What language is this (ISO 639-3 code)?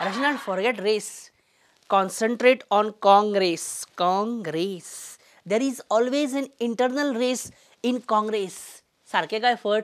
kok